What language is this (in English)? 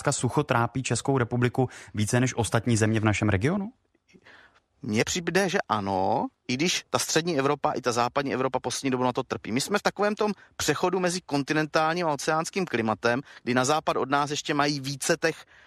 Czech